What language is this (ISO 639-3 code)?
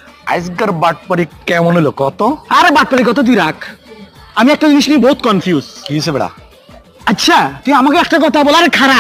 syl